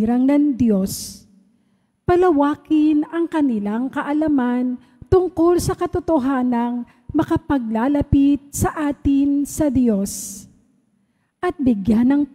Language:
Filipino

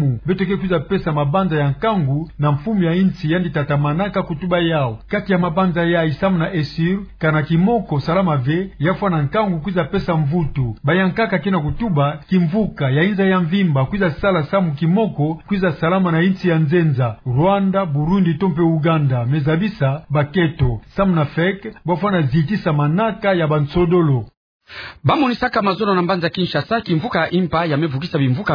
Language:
Kituba (Democratic Republic of Congo)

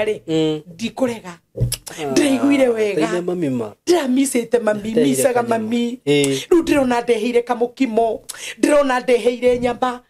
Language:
Kikuyu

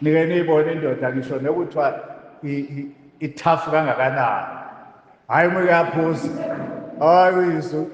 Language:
Zulu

